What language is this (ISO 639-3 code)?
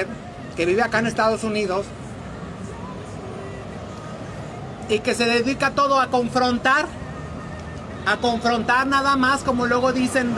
spa